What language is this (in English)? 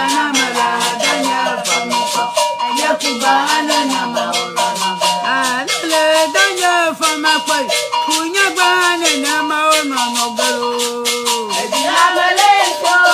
Ewe